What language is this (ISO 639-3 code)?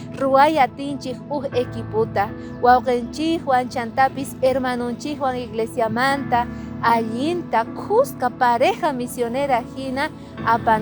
quh